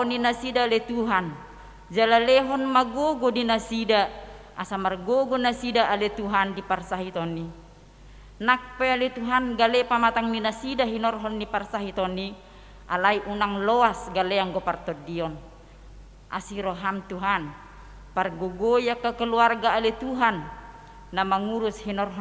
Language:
Batak Toba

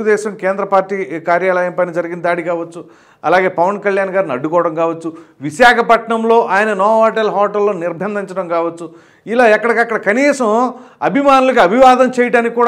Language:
Telugu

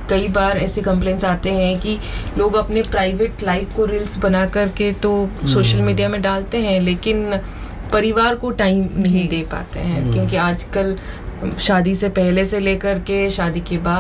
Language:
Hindi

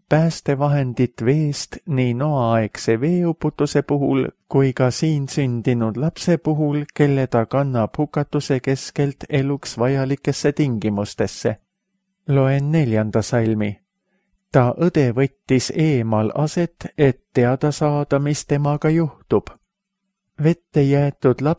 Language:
Estonian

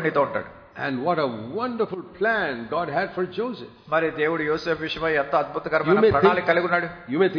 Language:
Telugu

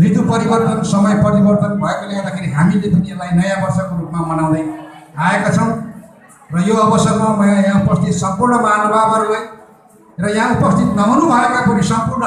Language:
Nepali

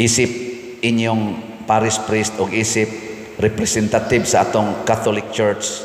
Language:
Cebuano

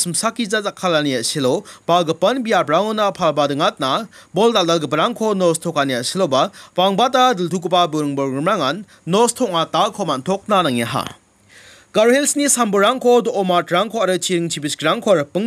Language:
Garo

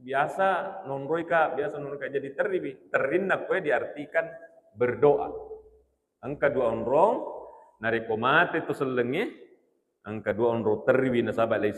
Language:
Buginese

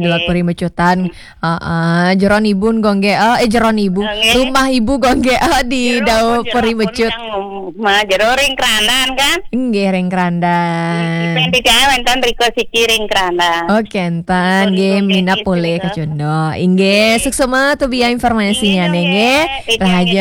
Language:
Balinese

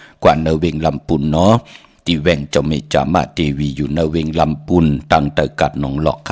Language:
Shan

